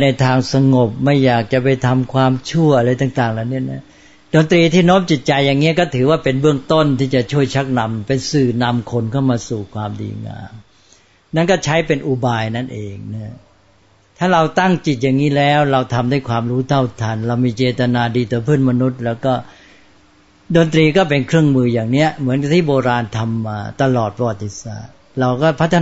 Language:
Thai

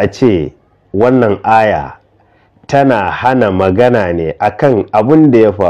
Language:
Hausa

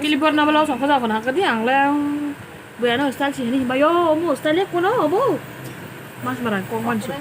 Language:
Kok Borok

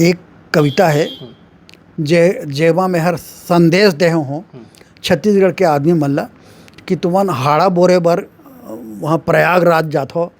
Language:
Chhattisgarhi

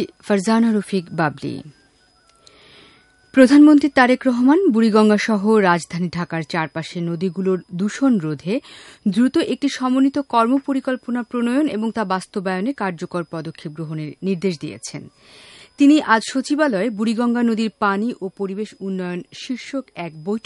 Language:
Bangla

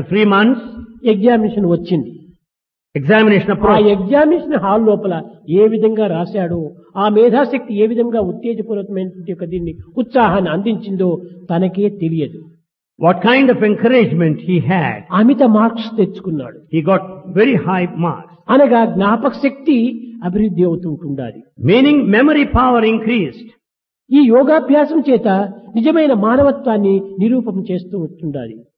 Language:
Telugu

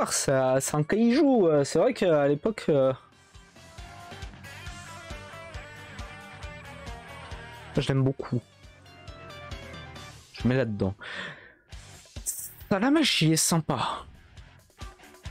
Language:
French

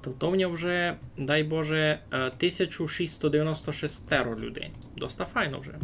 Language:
Rusyn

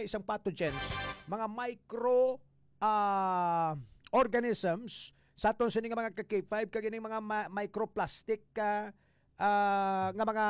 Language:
Hiligaynon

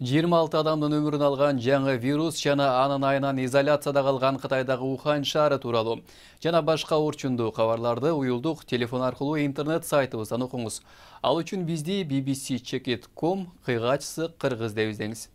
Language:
Kyrgyz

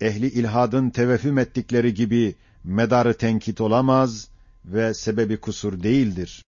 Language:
Ottoman Turkish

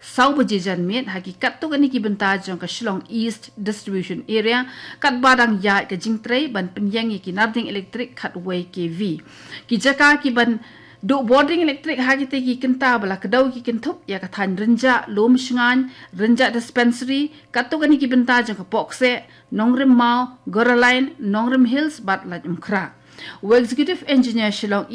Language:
Khasi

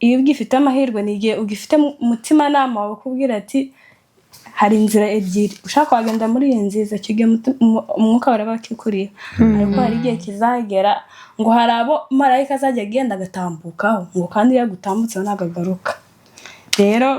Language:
Kinyarwanda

